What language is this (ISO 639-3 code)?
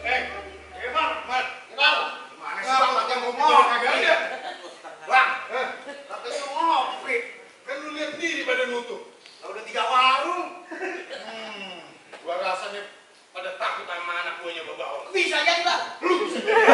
bew